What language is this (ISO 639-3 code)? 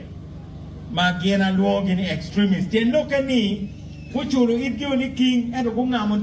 ach